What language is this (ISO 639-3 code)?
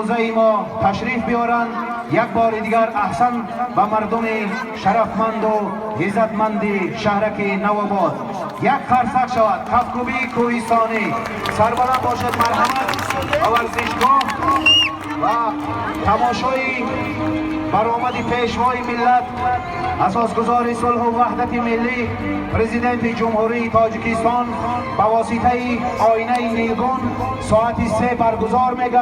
tgk